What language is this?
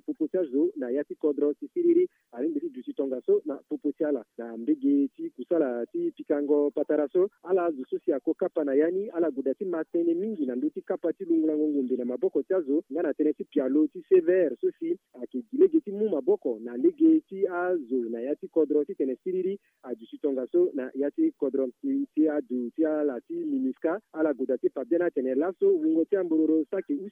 Sango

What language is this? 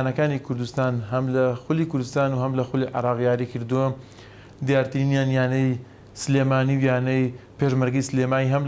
Central Kurdish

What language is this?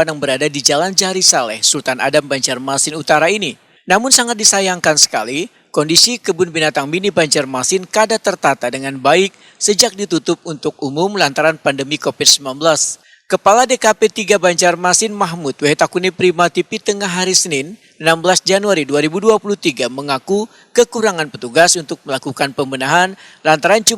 Banjar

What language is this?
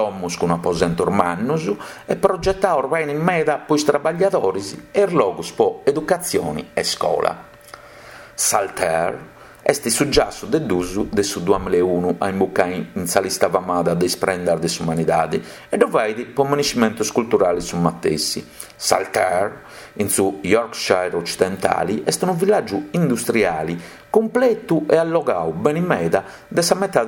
Sardinian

